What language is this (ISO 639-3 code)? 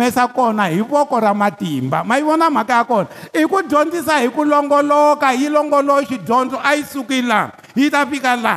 tso